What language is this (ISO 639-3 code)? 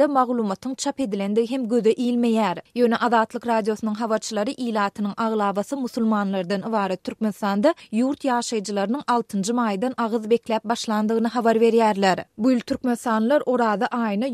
tuk